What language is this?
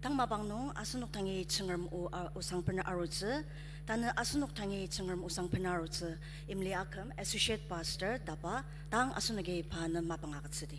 Ao Naga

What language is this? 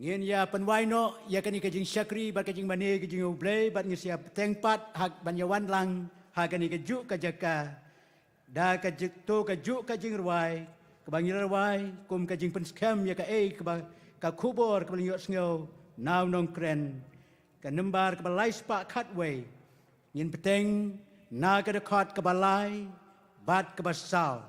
Khasi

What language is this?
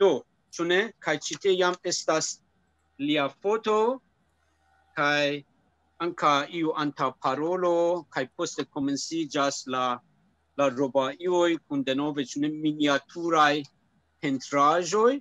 Esperanto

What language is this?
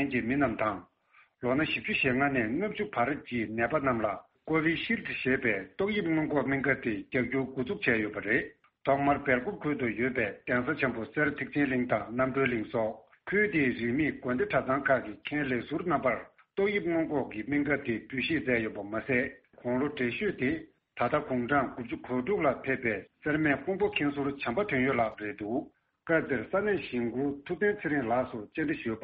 Tibetan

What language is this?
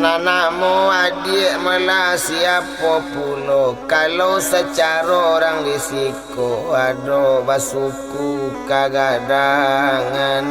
Minangkabau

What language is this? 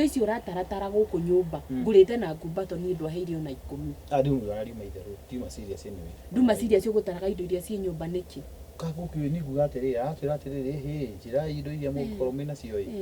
Kikuyu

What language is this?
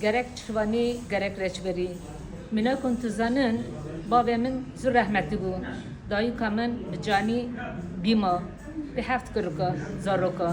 Kurdish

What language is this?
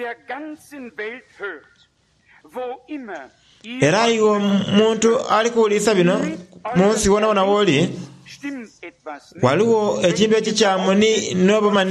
Soga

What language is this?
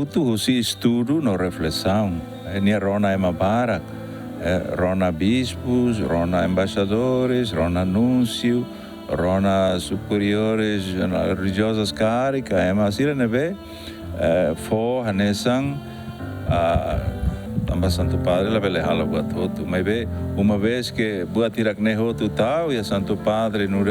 Tetum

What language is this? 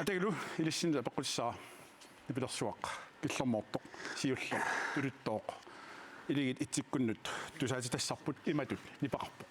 Kalaallisut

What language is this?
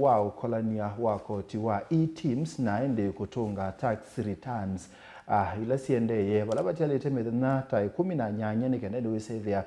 Kamba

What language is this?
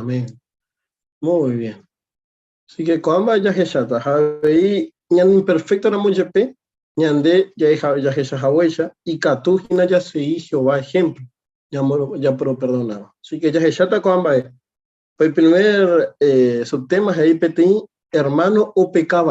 Guarani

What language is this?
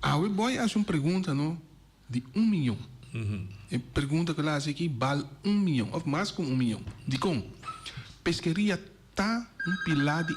Papiamento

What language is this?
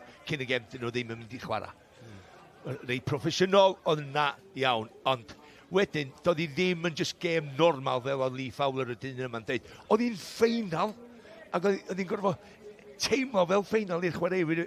Welsh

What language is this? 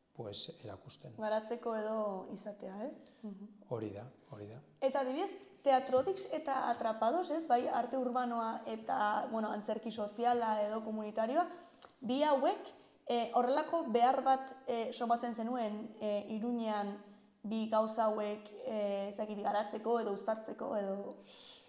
Basque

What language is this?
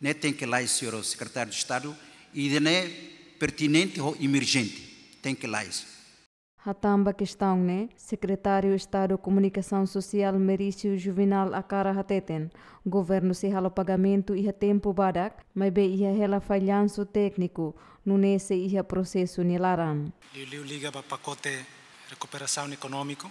Tetum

